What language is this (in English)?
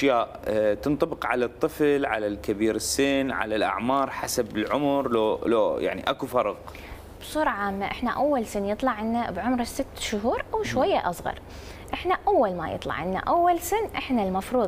Mesopotamian Arabic